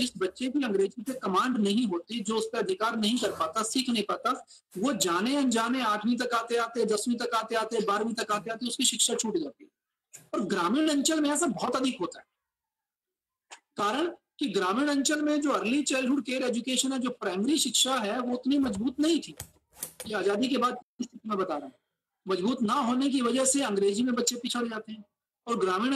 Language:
Hindi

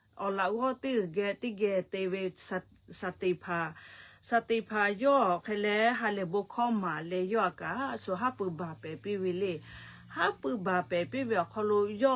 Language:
Lahu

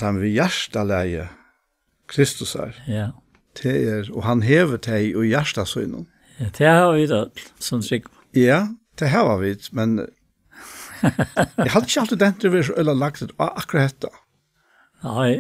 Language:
Faroese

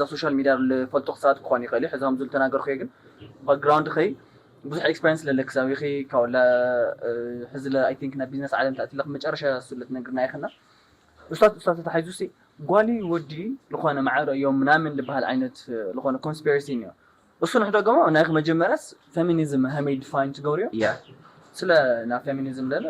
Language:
Tigrinya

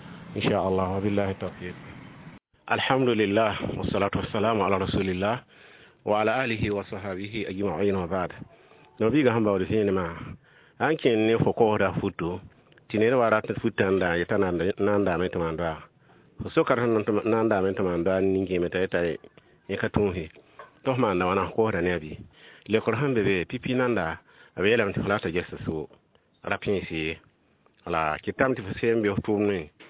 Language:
Mossi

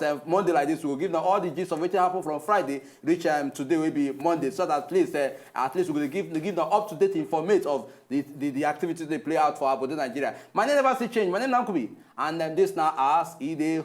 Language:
Nigerian Pidgin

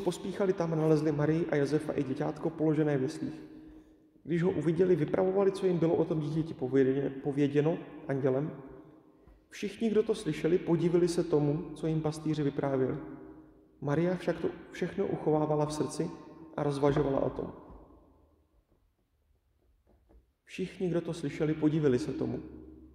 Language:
Czech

